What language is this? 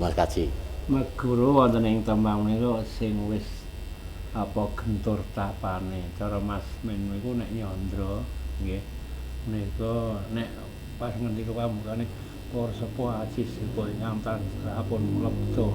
Javanese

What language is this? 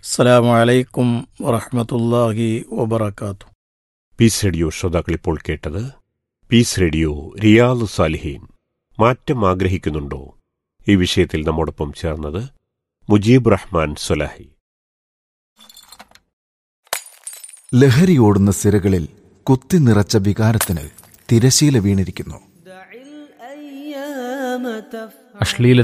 Malayalam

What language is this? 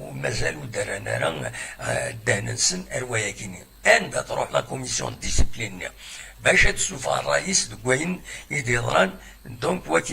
Kabyle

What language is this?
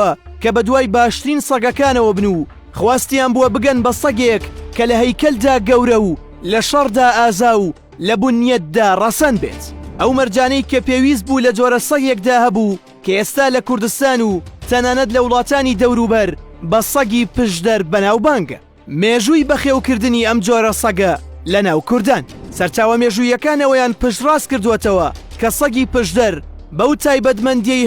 Central Kurdish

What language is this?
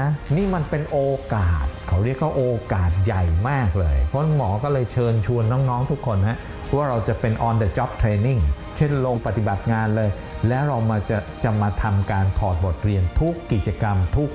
Thai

